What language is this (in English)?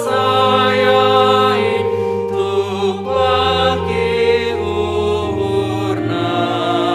Batak Simalungun